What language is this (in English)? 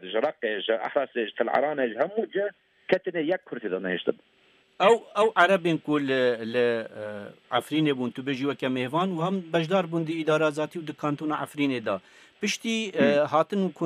Kurdish